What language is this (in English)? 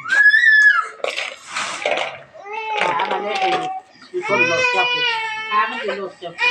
Northeastern Thai